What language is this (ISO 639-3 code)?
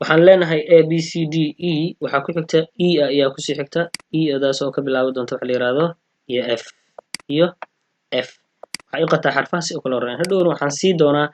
som